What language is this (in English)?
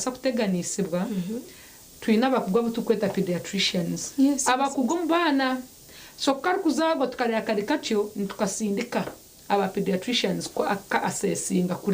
Nyankole